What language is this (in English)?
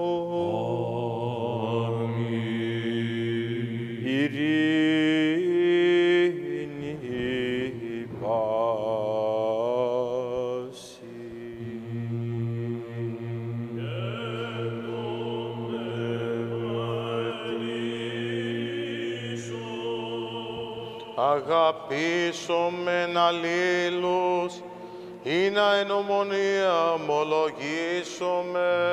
Greek